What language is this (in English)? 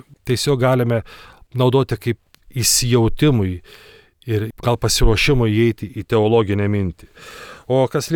Lithuanian